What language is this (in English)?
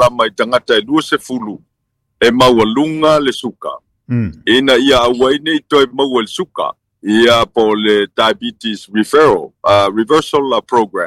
Samoan